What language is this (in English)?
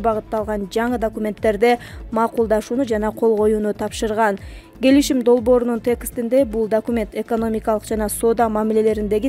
Kyrgyz